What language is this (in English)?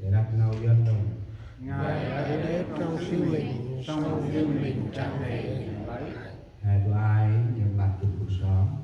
Central Mnong